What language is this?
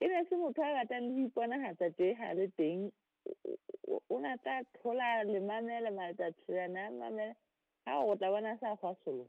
Southern Sotho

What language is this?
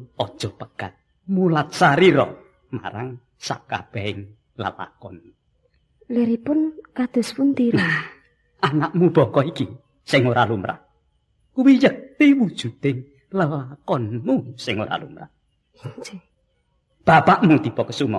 Javanese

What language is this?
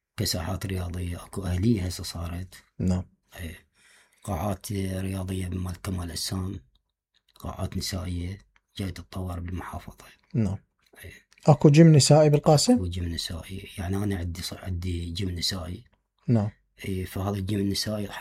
Mesopotamian Arabic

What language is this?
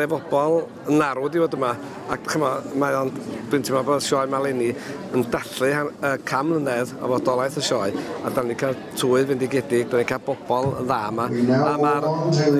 Welsh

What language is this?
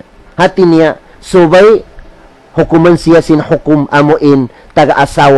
Tausug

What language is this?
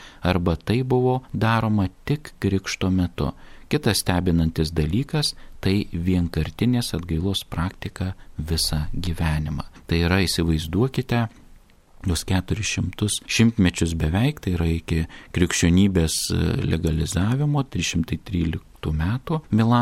Lithuanian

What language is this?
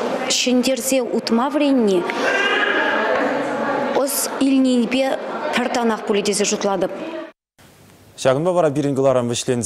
Chuvash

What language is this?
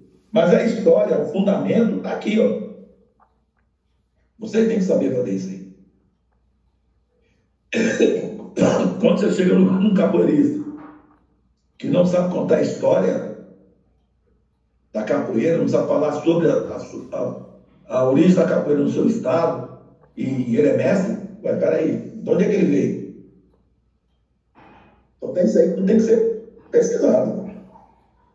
Portuguese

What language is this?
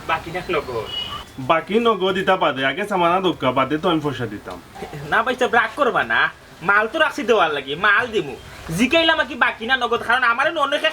Sylheti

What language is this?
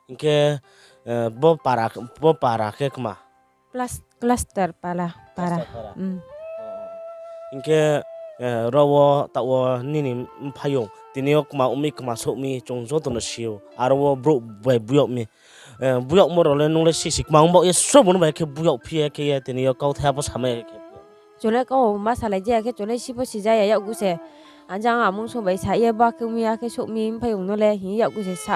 Riang (India)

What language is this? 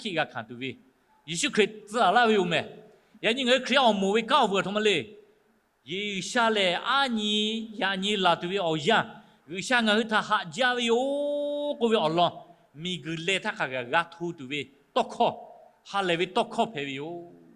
Lahu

